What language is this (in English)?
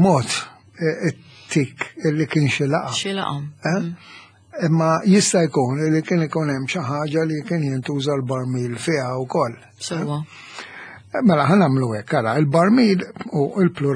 Maltese